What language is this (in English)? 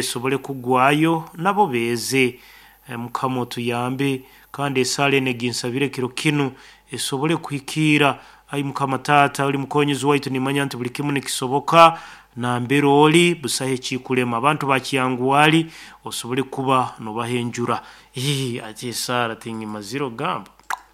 Nyoro